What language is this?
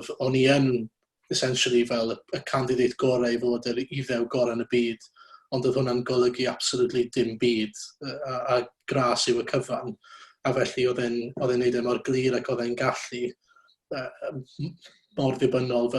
Welsh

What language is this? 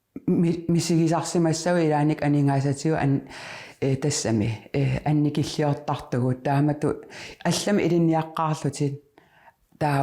Kalaallisut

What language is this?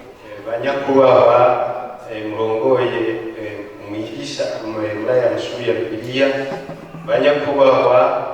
Rundi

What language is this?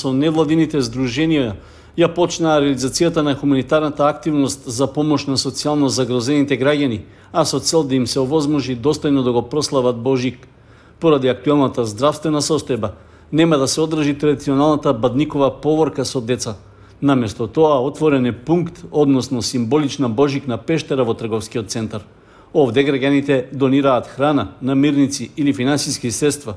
Macedonian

